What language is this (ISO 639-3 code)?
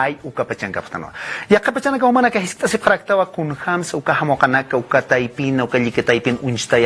aym